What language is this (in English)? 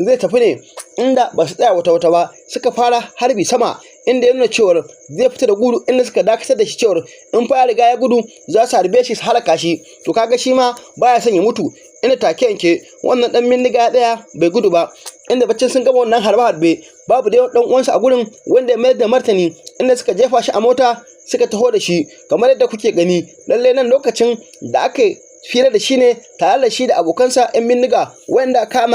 Hausa